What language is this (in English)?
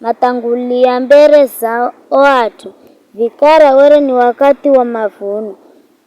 Giryama